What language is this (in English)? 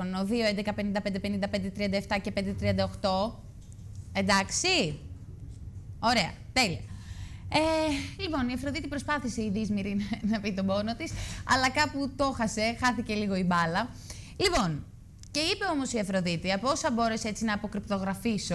Greek